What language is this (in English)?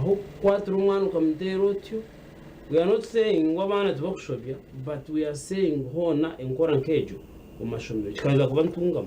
Nyankole